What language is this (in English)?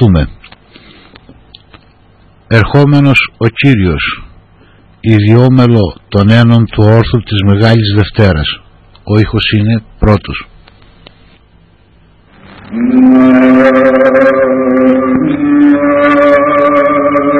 Greek